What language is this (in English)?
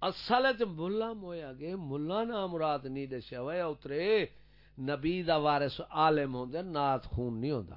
Saraiki